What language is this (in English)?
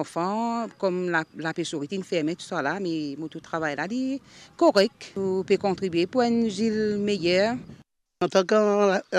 Morisyen